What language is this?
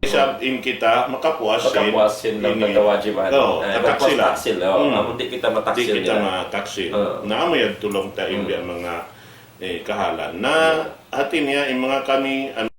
Tausug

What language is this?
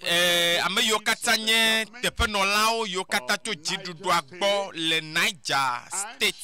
Ewe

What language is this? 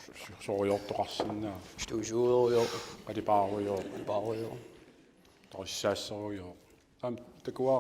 Kalaallisut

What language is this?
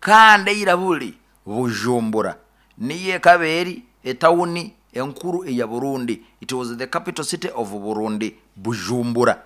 Nyoro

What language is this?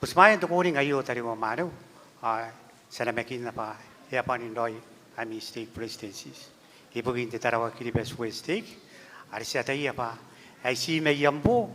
Gilbertese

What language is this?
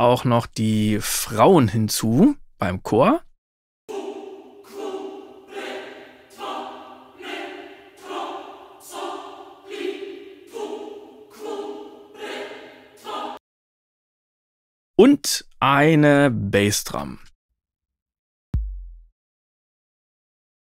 German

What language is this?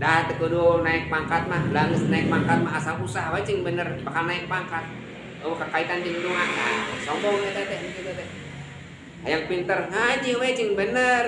Sundanese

